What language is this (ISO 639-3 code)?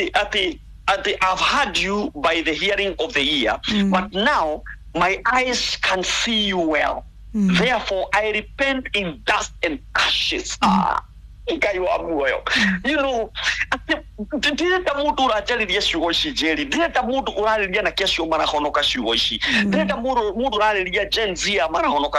kik